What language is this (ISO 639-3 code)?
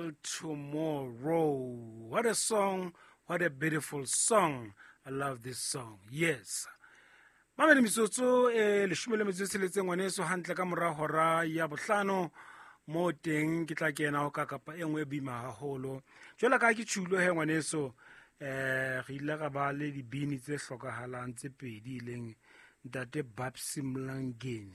sot